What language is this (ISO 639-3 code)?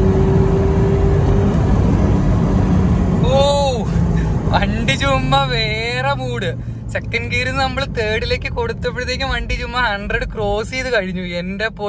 mal